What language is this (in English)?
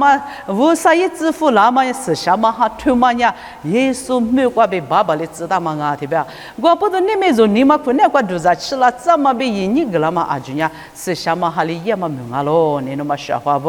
Lisu